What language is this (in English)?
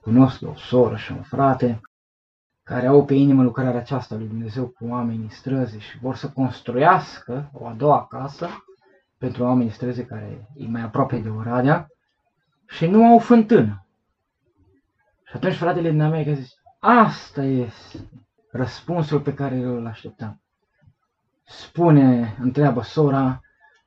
Romanian